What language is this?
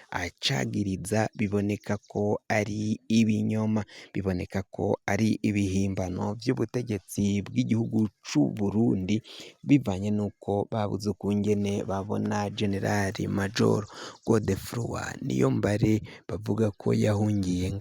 Rundi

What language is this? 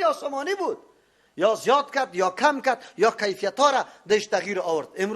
Persian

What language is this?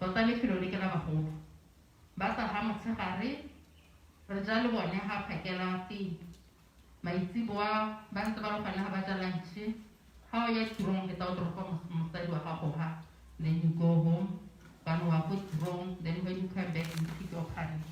Tswana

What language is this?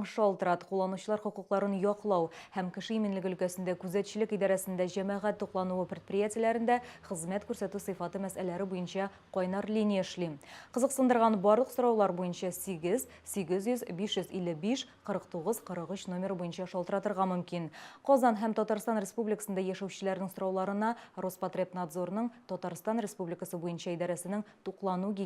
Tatar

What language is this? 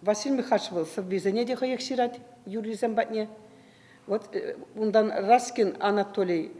Chuvash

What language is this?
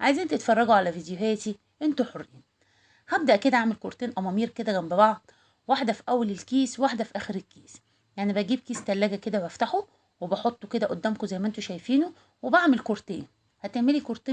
Egyptian Arabic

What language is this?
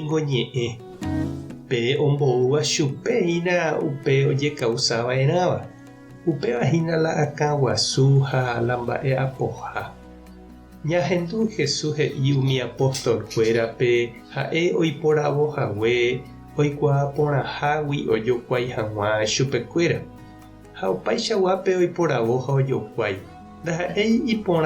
Guarani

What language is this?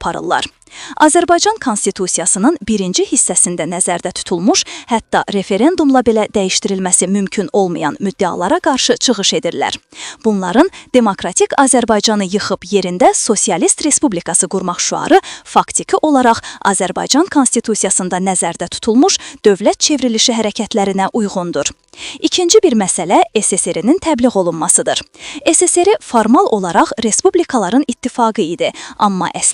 Azerbaijani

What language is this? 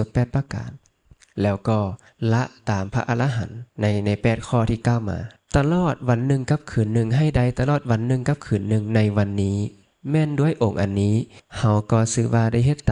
Lao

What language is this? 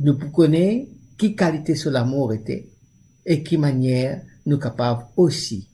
Morisyen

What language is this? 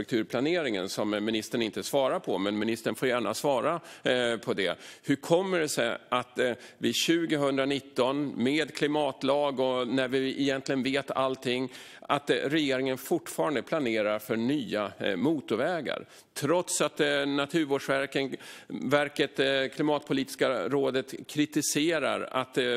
Swedish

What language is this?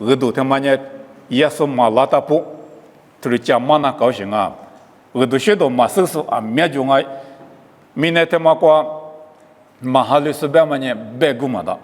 Lisu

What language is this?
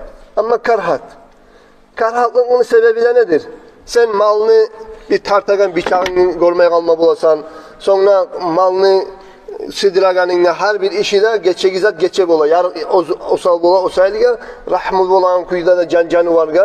Kumyk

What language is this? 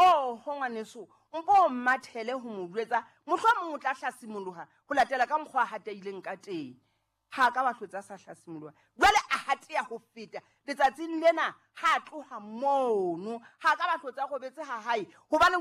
Southern Sotho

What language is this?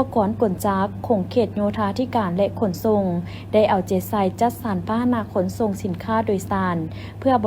Lao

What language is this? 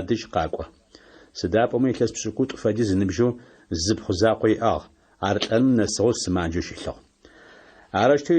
Adyghe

